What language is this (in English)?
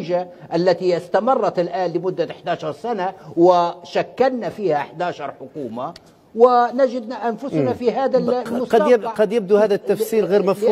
Arabic